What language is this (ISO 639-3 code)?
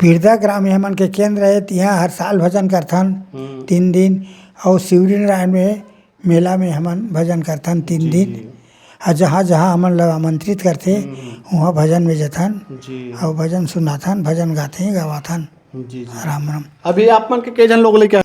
hne